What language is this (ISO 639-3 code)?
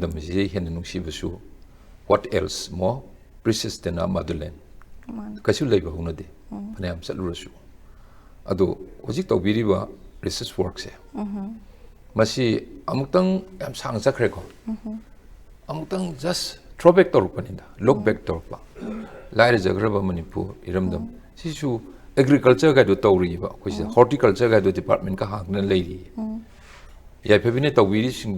mni